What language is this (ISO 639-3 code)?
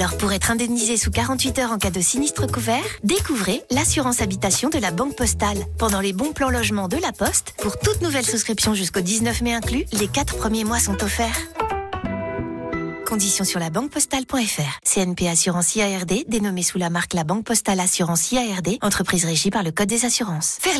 fra